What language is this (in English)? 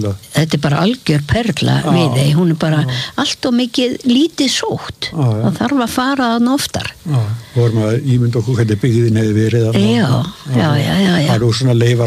Icelandic